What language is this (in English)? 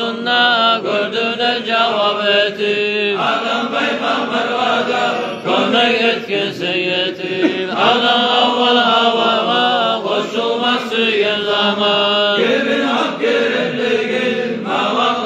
Kumyk